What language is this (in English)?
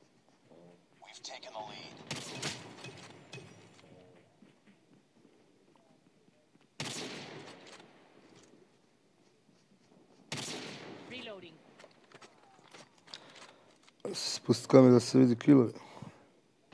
Croatian